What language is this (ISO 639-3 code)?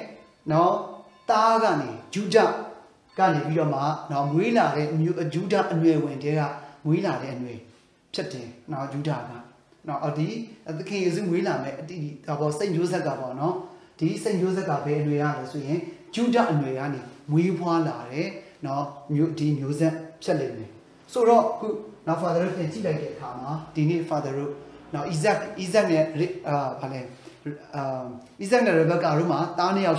mya